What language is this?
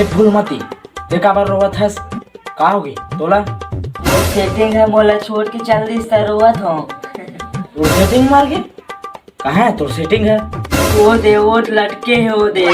Chhattisgarhi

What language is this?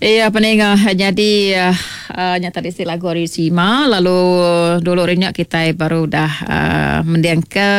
Iban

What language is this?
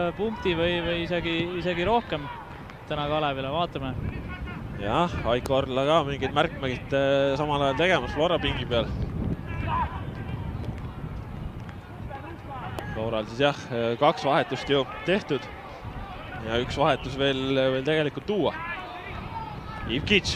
Estonian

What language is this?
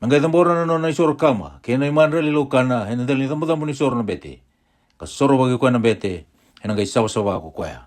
Fijian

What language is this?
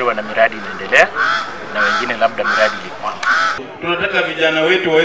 Swahili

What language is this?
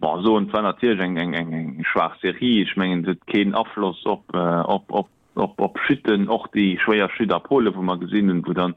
Luxembourgish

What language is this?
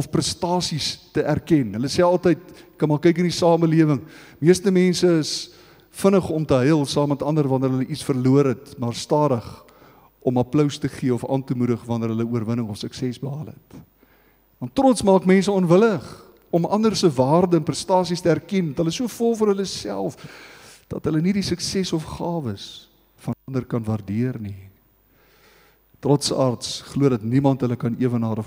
Afrikaans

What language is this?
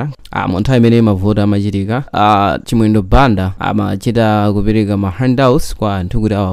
Nyanja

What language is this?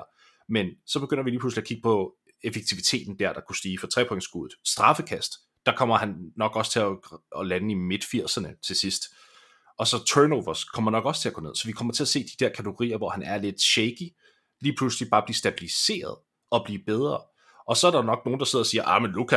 Danish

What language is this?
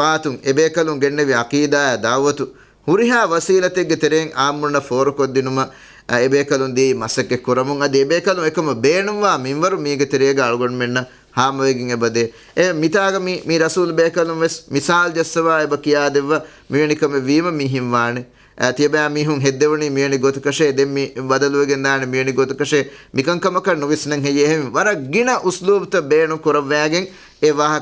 Divehi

